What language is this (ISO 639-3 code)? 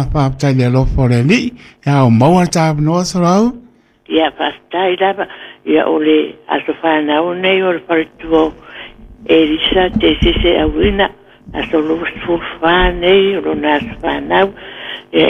smo